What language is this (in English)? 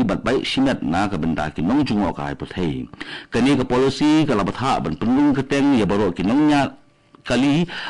Khasi